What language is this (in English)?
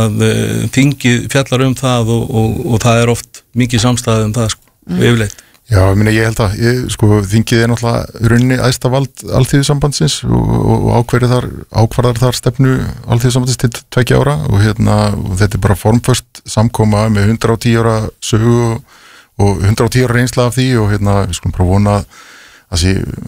Icelandic